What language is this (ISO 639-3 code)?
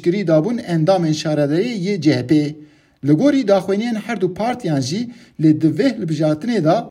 kur